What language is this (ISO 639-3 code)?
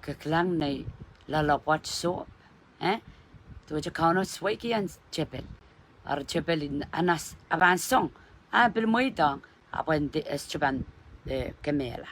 pon